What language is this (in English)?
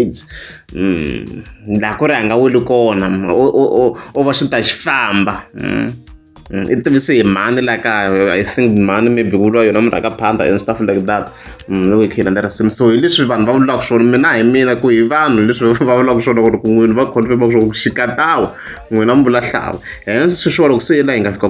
Tsonga